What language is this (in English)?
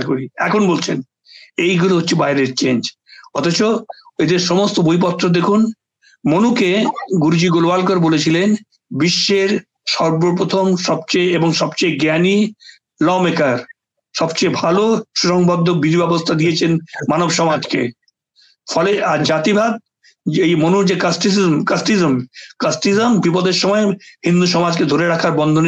Bangla